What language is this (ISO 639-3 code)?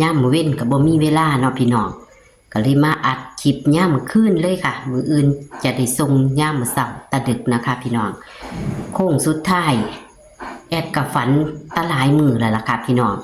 tts